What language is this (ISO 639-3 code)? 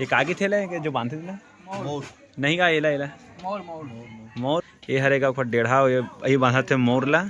hne